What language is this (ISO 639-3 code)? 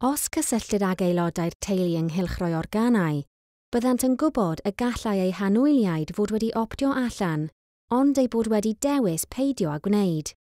cym